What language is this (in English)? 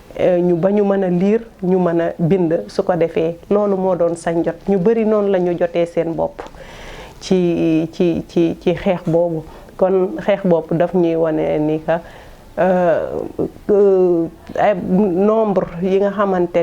Wolof